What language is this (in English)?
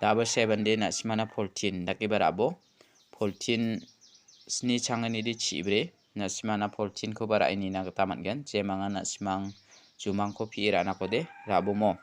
Garo